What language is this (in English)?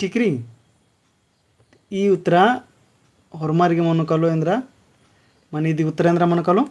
Kurukh